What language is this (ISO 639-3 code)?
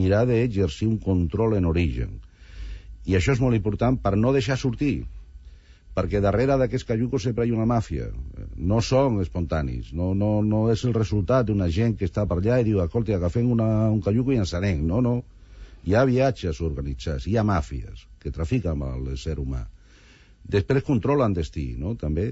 cat